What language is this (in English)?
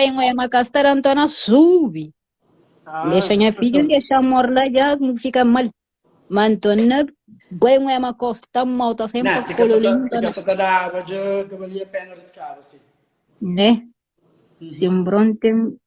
Kabuverdianu